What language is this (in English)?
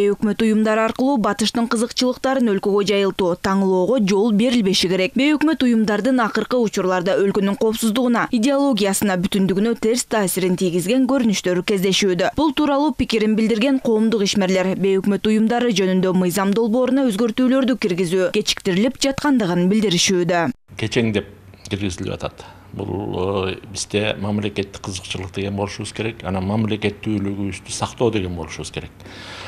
Kyrgyz